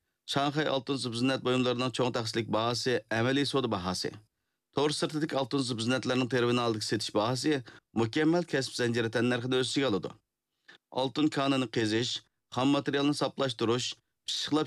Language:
Uyghur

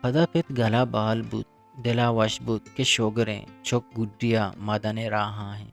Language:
Eastern Balochi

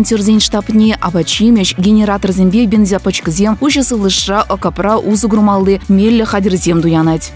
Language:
Chuvash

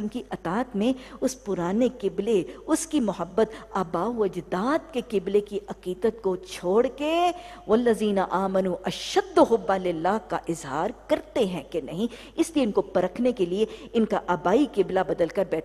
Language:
Urdu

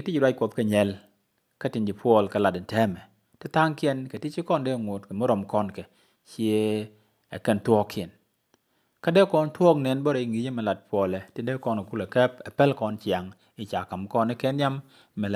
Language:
Nuer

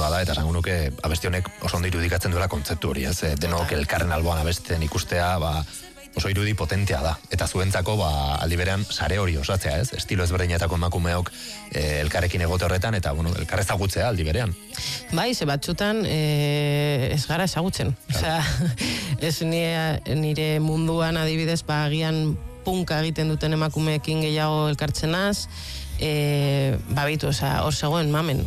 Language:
Basque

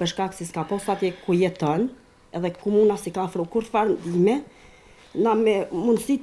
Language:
Albanian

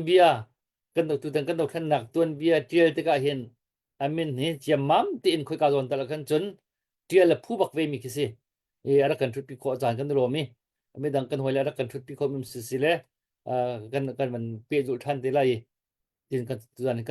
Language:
Hakha Chin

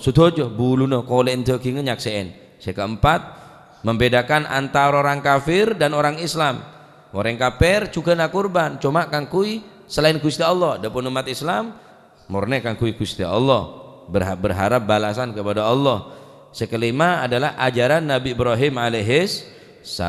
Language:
Madurese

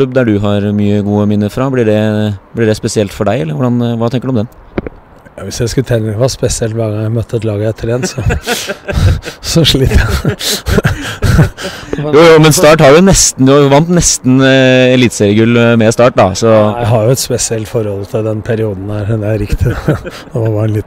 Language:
Norwegian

